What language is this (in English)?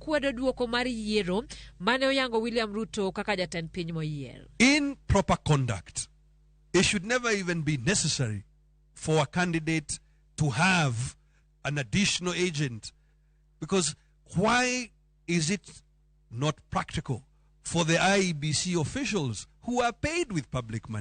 Luo (Kenya and Tanzania)